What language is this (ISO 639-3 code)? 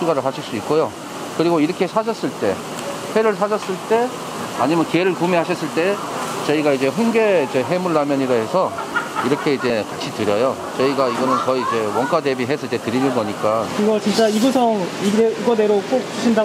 kor